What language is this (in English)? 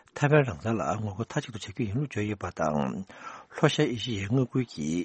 Tibetan